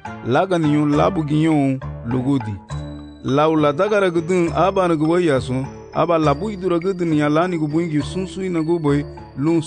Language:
Garifuna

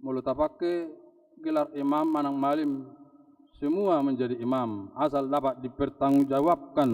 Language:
Batak Toba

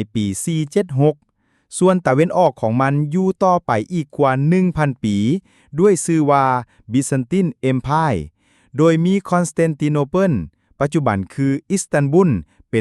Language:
Lao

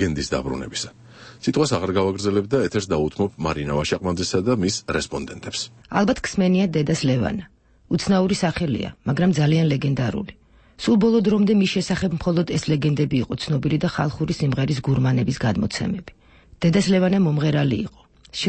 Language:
Georgian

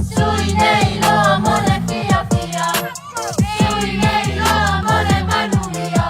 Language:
Samoan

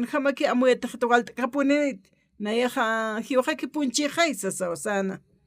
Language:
Aymara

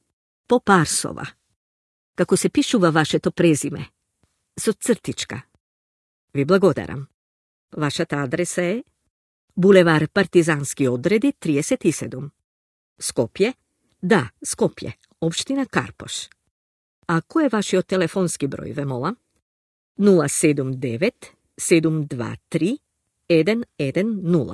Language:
Macedonian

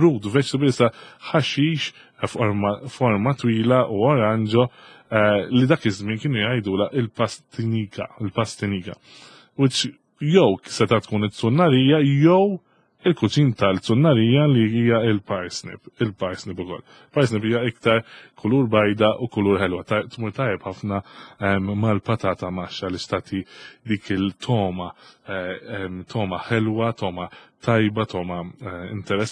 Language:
Maltese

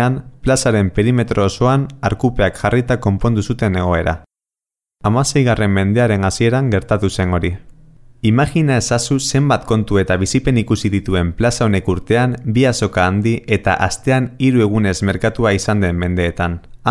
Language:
Basque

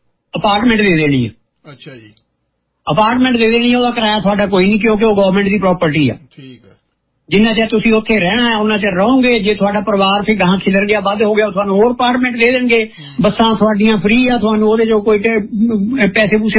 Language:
Punjabi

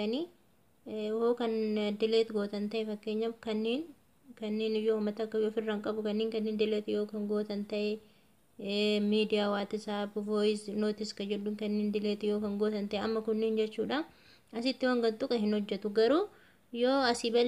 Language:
Oromo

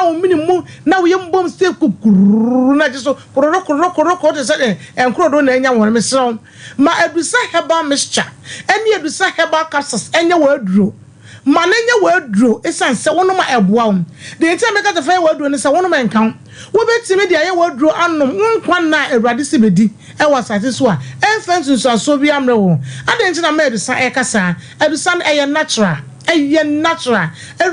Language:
Akan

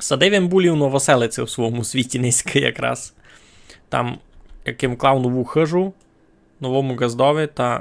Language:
Rusyn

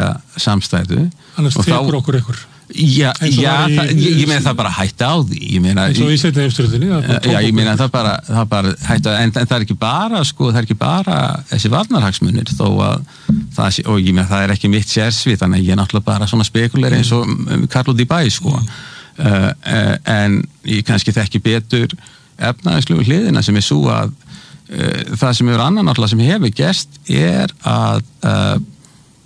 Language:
Icelandic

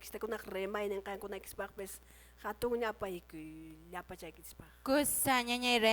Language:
Quechua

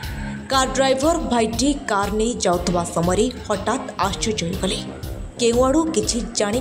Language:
Odia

